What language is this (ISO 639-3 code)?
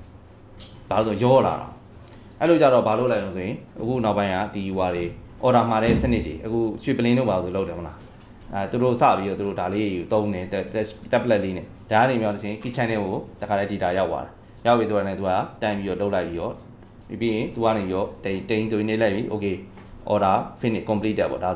mya